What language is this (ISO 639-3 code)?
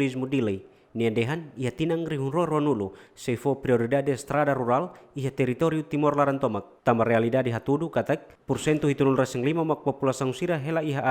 tet